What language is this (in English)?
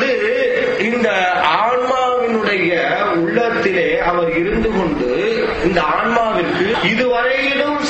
Tamil